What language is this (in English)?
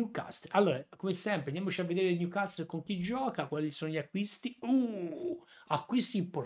Italian